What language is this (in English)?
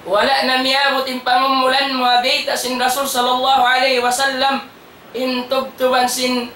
Tausug